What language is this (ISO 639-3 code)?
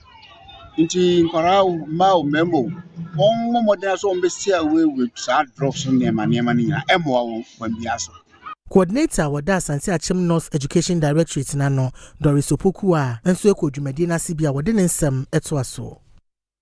aka